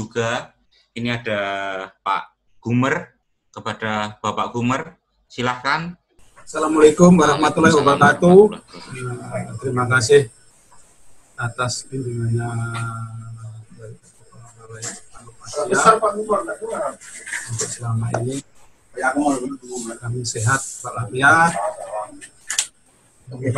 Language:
Indonesian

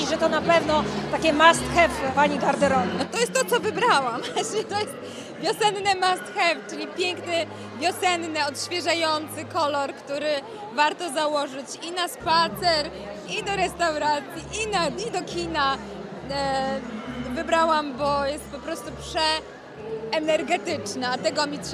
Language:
Polish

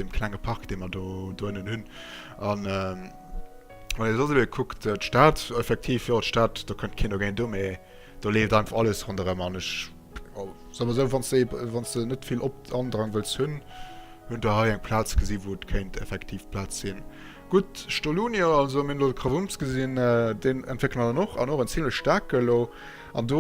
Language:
Luxembourgish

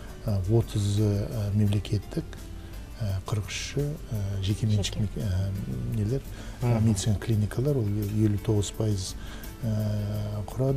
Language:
Kazakh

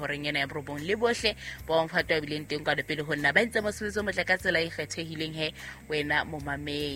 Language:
Southern Sotho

